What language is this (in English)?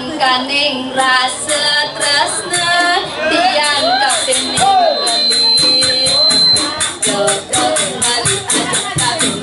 Balinese